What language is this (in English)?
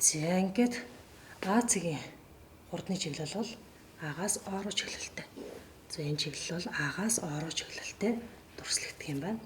Mongolian